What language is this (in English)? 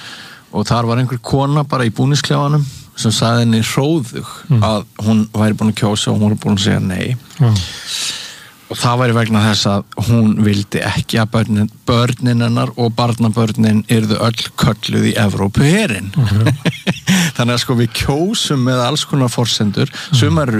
Icelandic